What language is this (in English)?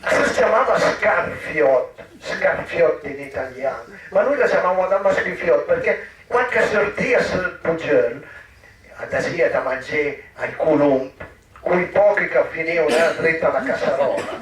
Piedmontese